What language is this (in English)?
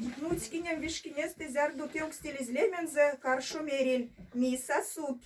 Erzya